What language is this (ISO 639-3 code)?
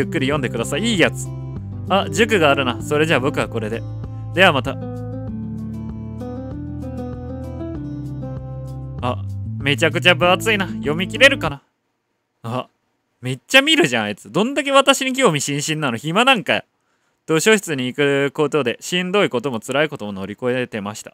jpn